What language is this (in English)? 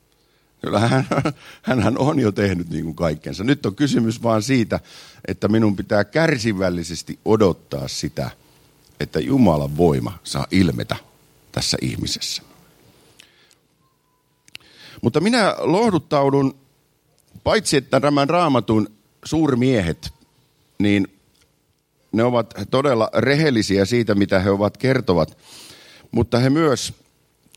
Finnish